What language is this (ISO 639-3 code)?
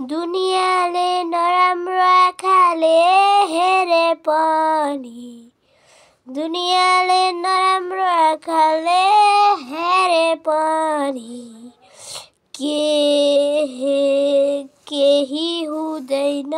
nep